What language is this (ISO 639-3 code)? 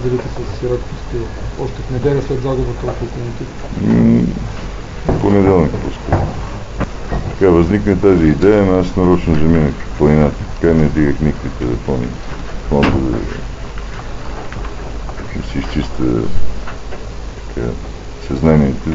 bul